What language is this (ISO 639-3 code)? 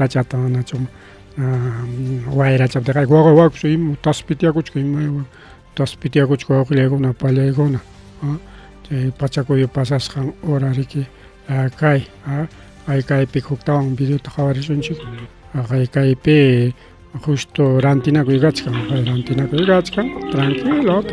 quy